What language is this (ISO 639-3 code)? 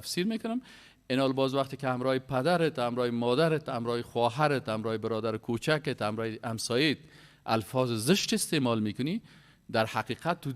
fas